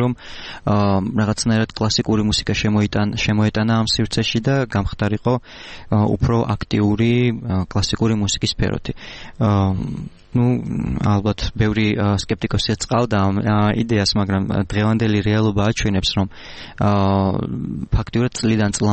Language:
Georgian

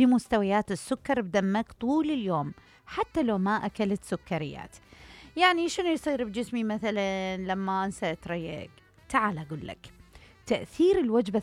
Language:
Mesopotamian Arabic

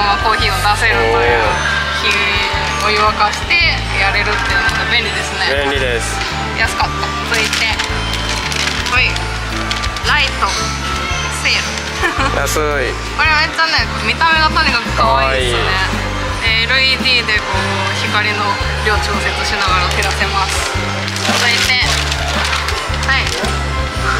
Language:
Japanese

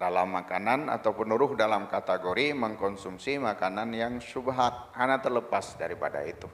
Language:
Achinese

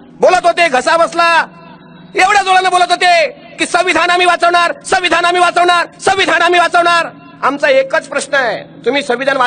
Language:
Marathi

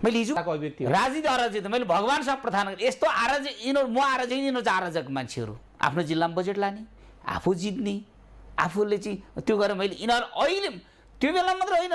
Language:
Nepali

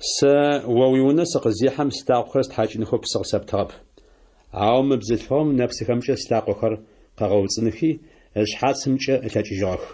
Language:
Adyghe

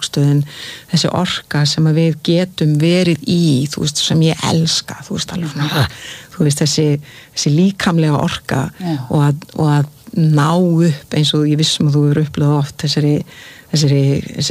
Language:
Icelandic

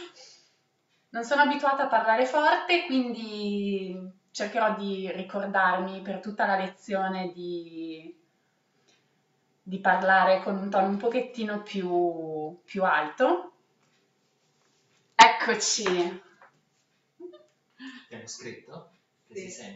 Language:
Italian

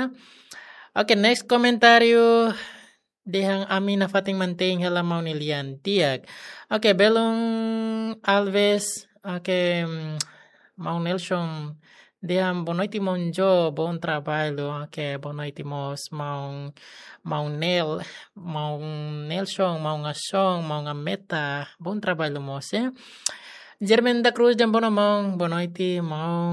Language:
Tetum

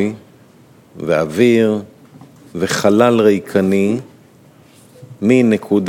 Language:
Hebrew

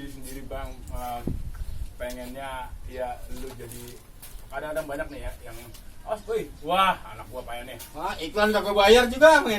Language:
Betawi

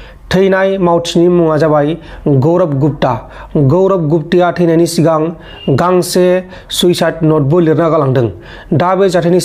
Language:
Bodo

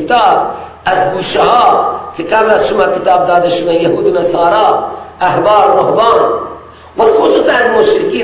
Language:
Persian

